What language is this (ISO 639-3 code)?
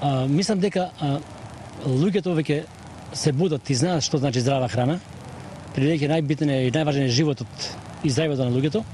mkd